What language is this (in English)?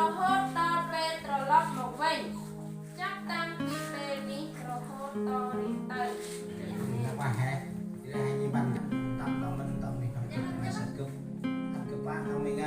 Central Mnong